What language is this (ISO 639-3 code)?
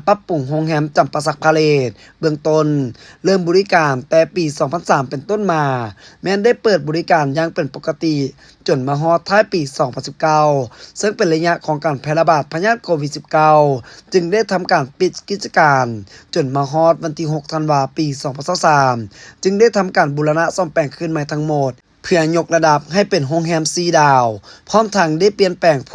lao